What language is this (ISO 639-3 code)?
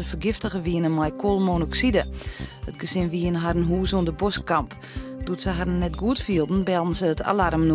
fry